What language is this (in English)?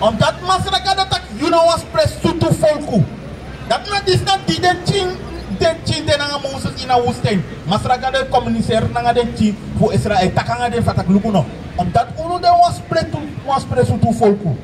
Sranan Tongo